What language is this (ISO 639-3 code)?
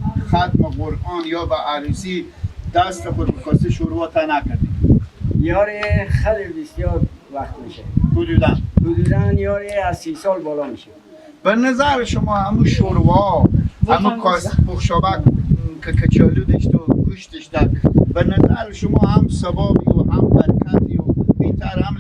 fas